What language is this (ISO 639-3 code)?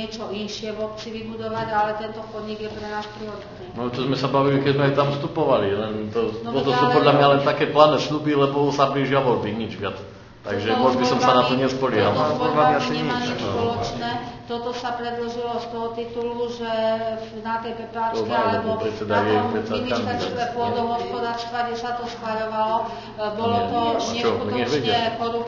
slk